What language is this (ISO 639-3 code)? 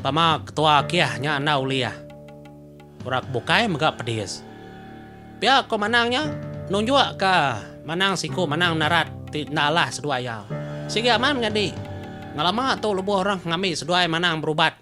iba